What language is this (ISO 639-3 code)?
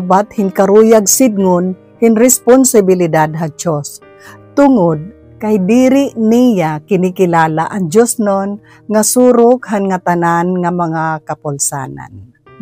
war